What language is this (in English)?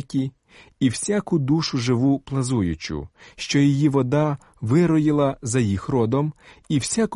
Ukrainian